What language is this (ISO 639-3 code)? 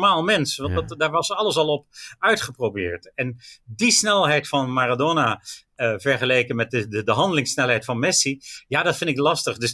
nld